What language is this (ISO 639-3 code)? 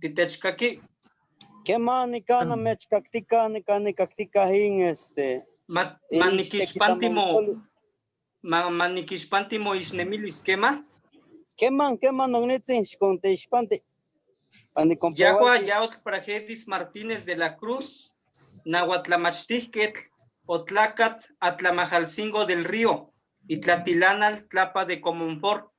nhe